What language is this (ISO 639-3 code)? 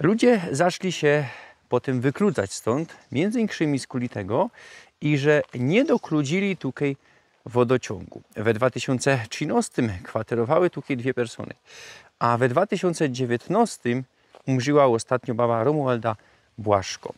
szl